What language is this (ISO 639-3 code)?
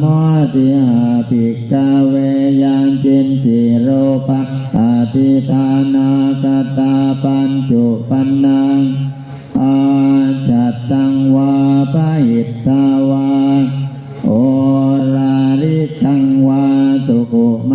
pli